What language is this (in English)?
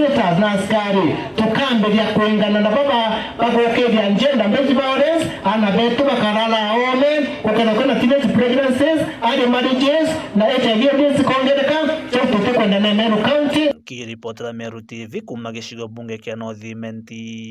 Meru